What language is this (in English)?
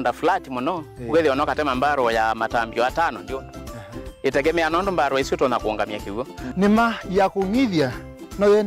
Kamba